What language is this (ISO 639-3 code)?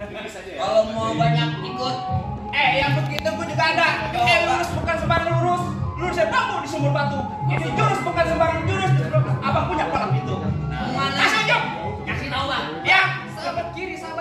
bew